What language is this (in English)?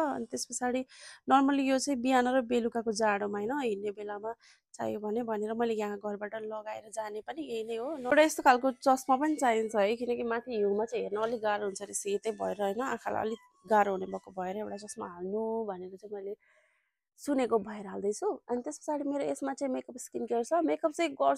Nepali